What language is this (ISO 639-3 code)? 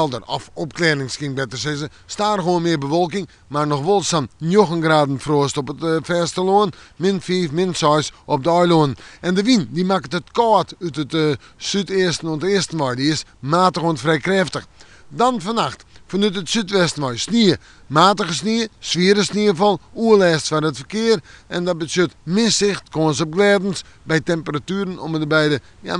fry